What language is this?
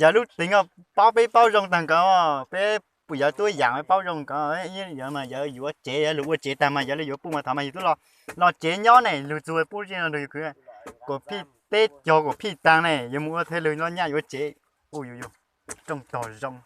Hmong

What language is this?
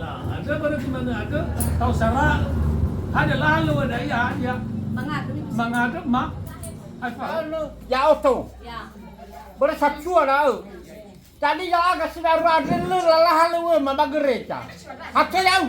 Nias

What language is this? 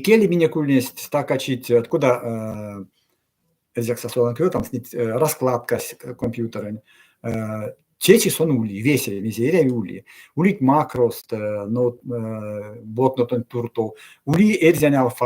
Erzya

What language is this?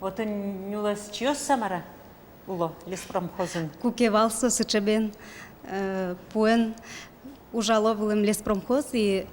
Udmurt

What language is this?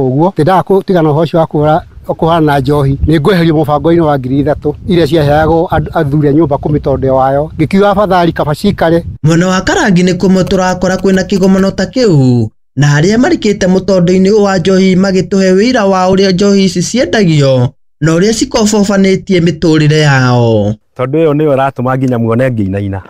Kikuyu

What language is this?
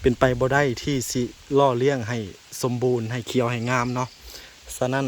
Lao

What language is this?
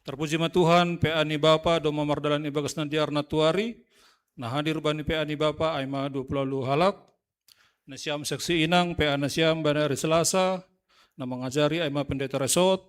Batak Simalungun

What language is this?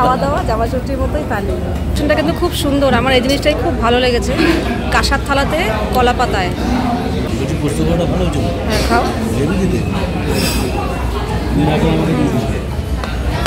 Bangla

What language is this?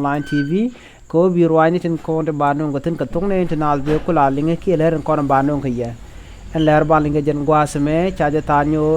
Nuer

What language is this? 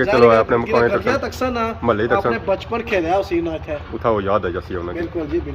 Pahari-Potwari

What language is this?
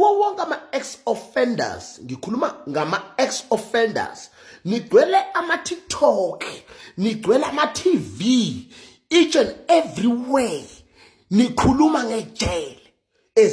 Zulu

